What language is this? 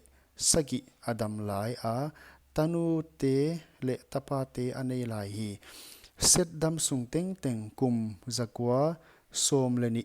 Paite Chin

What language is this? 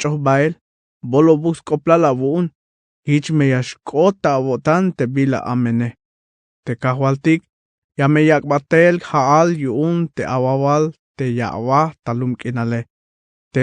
Tzeltal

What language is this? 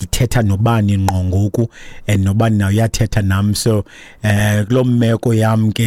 Xhosa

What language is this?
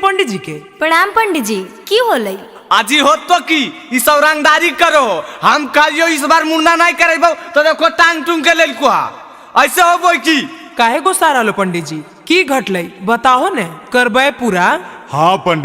Magahi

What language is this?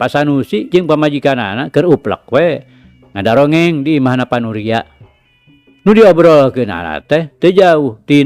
Sundanese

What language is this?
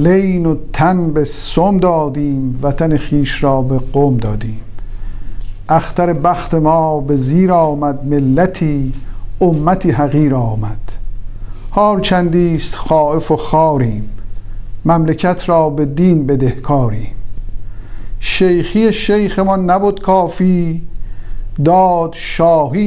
Persian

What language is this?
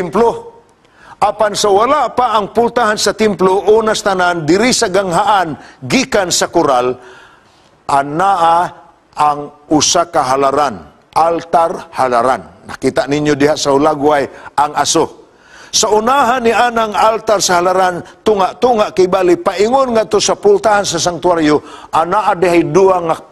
Cebuano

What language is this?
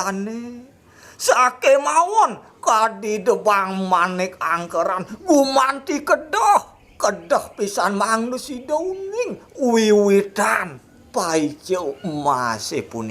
Balinese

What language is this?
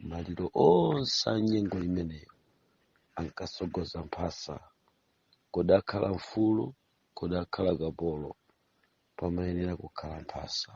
Nyanja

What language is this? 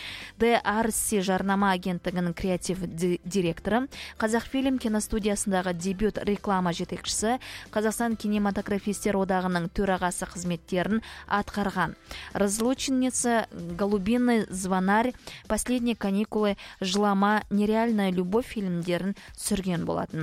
Kazakh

